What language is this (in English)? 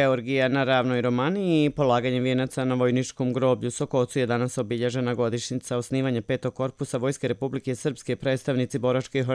Croatian